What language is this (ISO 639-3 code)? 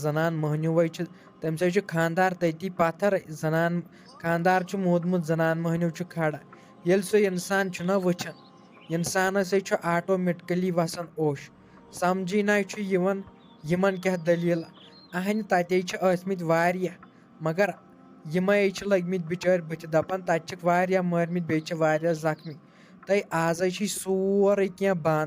kas